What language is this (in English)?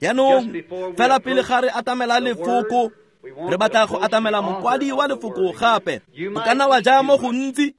Tswana